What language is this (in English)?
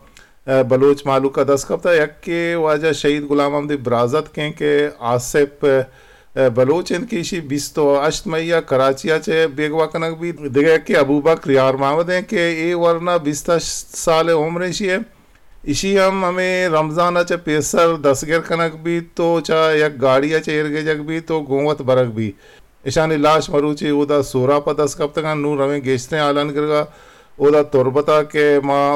Eastern Balochi